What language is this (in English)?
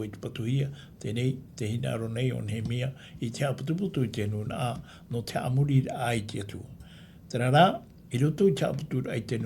Tahitian